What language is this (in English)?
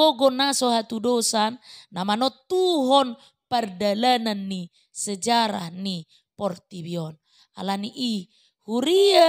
Batak Toba